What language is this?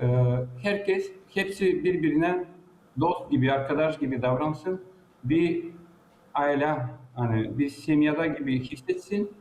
Gagauz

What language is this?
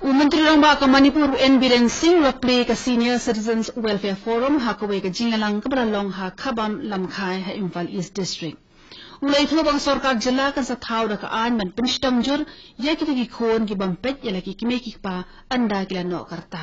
Khasi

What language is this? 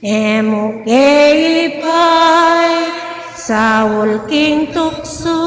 Pampanga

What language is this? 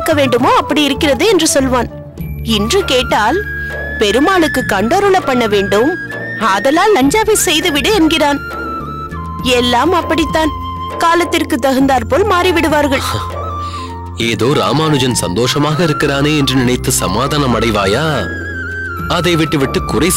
Tamil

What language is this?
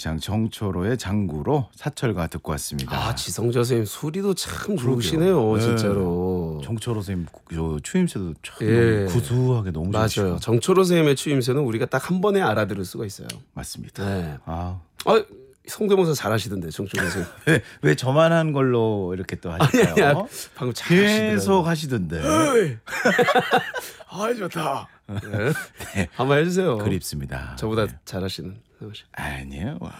Korean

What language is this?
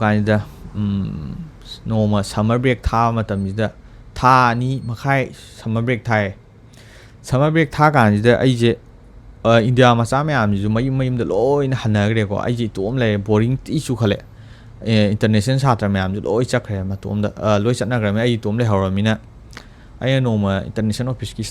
Manipuri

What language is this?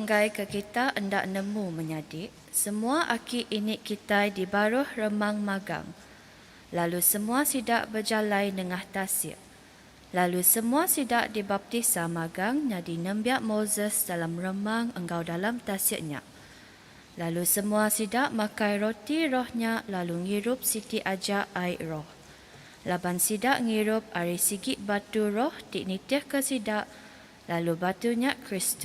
Iban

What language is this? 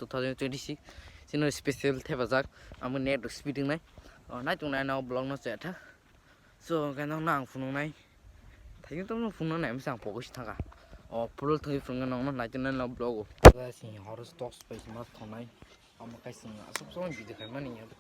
Kok Borok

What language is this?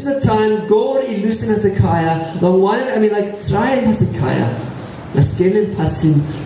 Tok Pisin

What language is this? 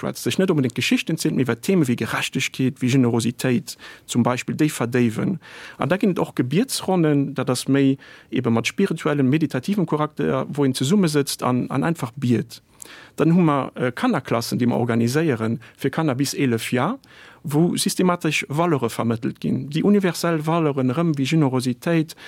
Luxembourgish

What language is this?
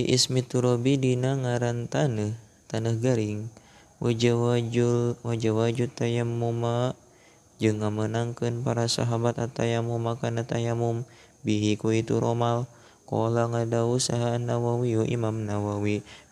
Sundanese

